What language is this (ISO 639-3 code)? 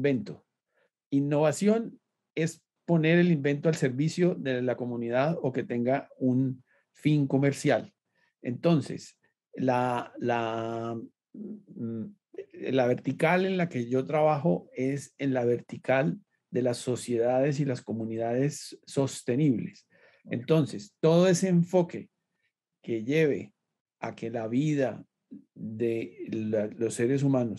spa